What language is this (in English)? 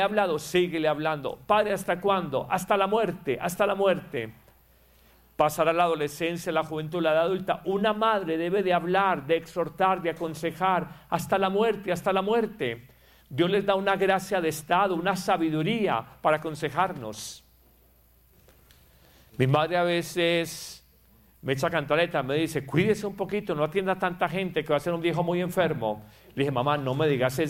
Spanish